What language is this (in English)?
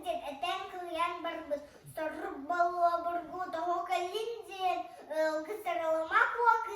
Yakut